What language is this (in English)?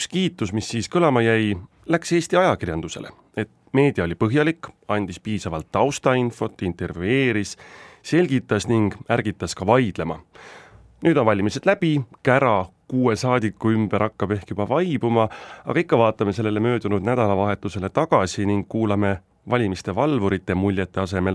Estonian